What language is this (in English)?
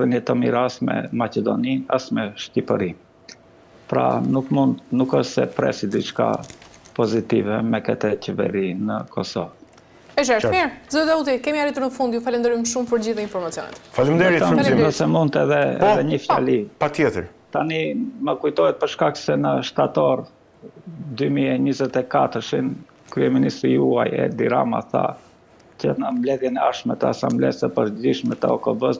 Albanian